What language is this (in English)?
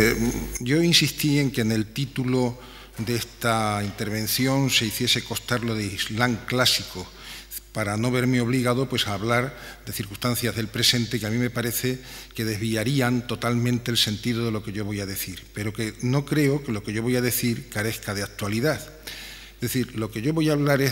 Spanish